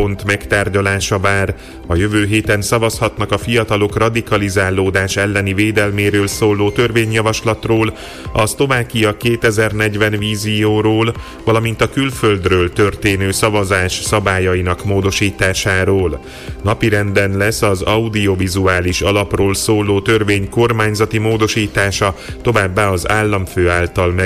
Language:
Hungarian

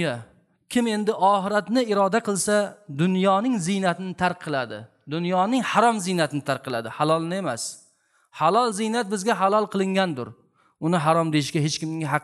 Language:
Uzbek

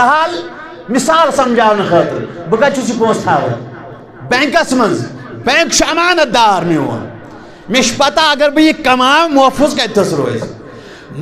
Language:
Kashmiri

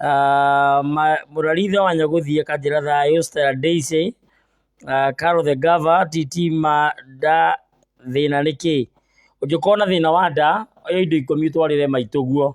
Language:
Kikuyu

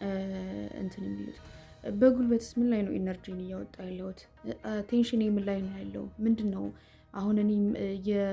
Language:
Amharic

